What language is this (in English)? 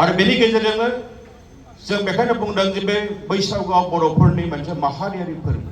Bodo